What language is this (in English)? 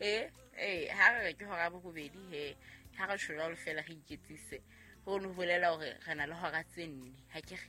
Southern Sotho